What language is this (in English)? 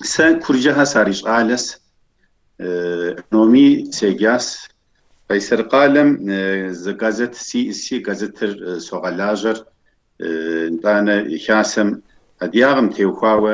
Kabardian